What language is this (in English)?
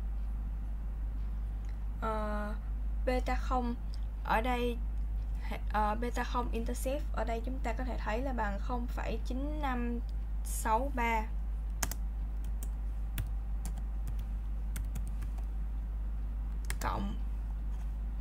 Vietnamese